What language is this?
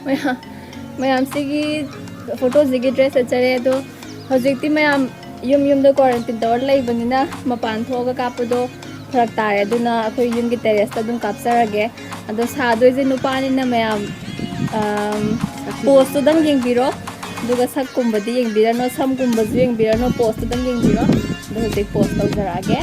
Manipuri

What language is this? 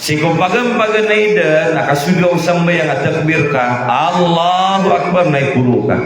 Maranao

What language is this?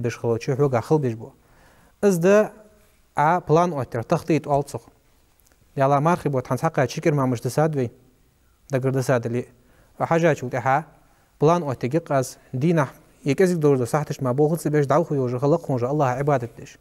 Ingush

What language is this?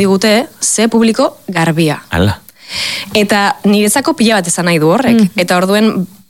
Basque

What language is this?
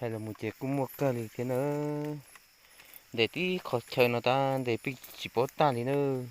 Hmong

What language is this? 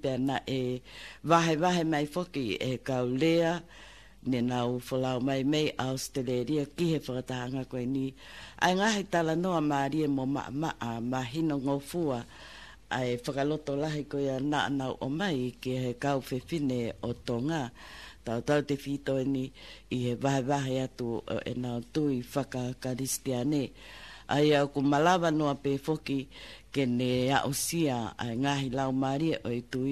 Tongan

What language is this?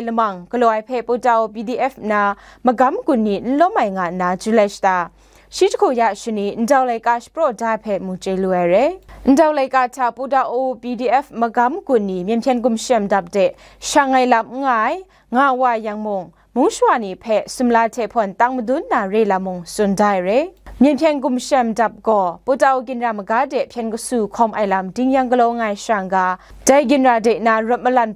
Kachin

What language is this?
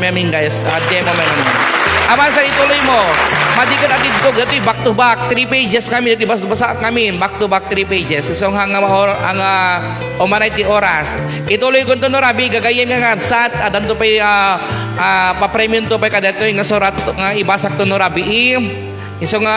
Iloko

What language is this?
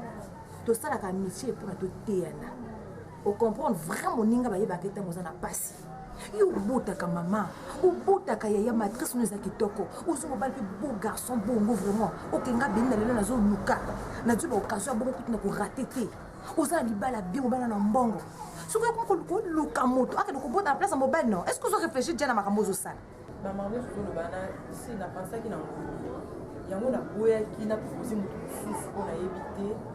Lingala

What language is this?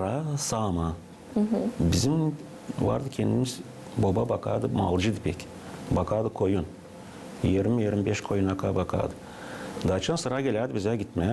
Gagauz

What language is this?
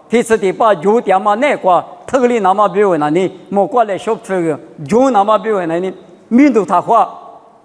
Lisu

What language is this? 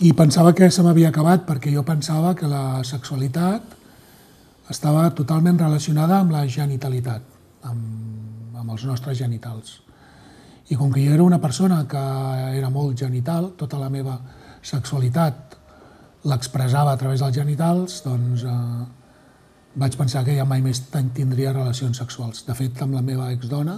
Catalan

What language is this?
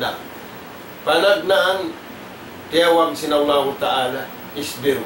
Tausug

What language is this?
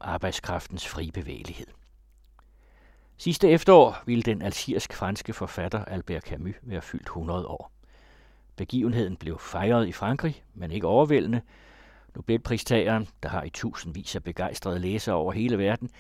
Danish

